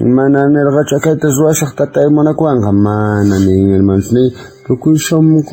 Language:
South Bolivian Quechua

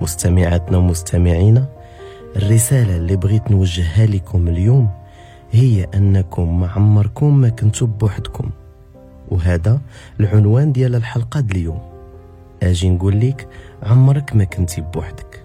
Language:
Moroccan Arabic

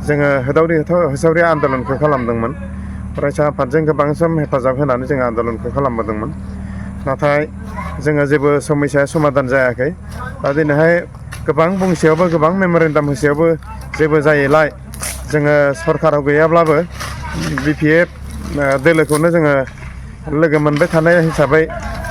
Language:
Bodo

